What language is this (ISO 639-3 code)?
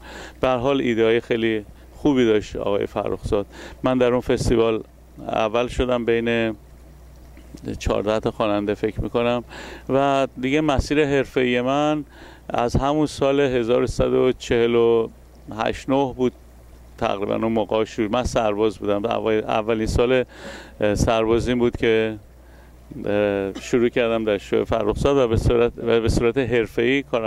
fas